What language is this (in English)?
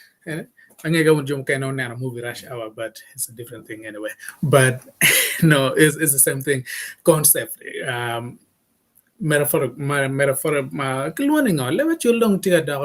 Acoli